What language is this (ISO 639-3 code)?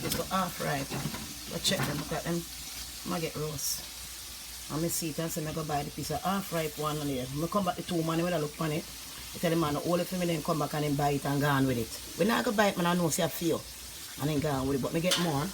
jam